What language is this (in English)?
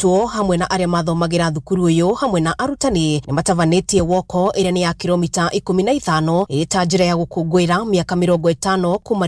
Kikuyu